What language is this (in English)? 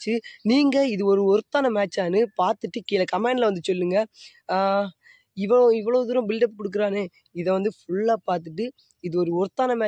Tamil